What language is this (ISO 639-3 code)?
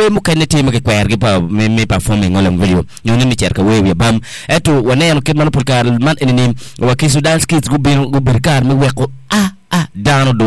ach